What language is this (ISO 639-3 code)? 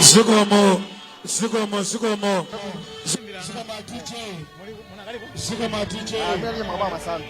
nya